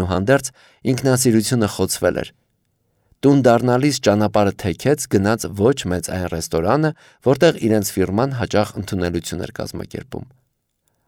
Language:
Armenian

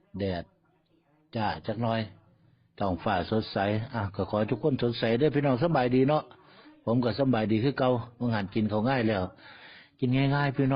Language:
Northeastern Thai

